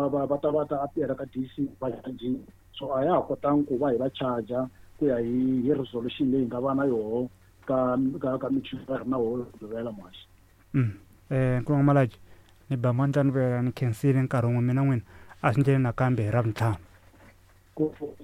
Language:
Tsonga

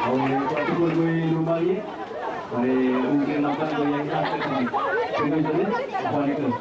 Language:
Dehu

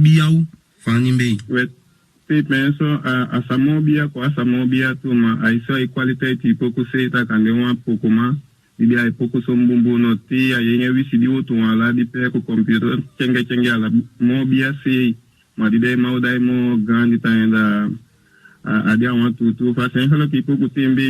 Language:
Saramaccan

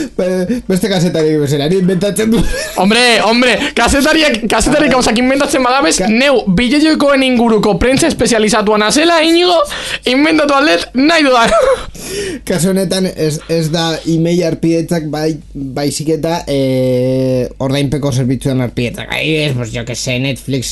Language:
Basque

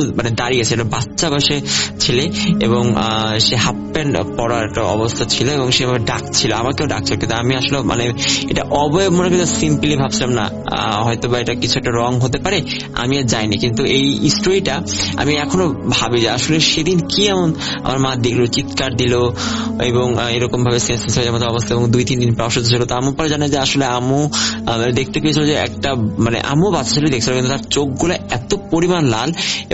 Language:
Bangla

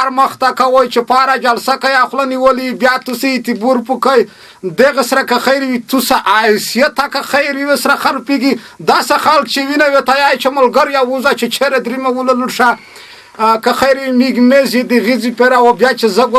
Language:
Pashto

